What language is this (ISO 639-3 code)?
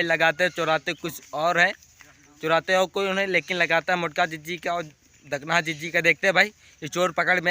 awa